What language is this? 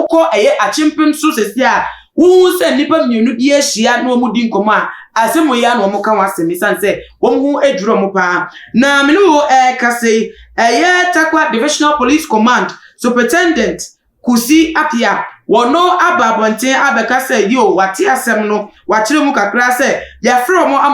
Akan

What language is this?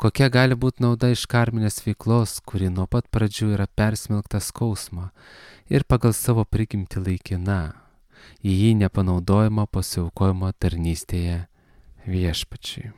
Lithuanian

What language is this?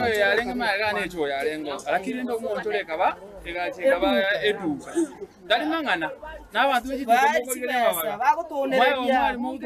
Gusii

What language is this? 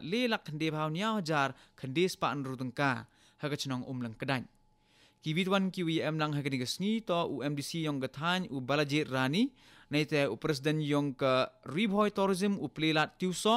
Khasi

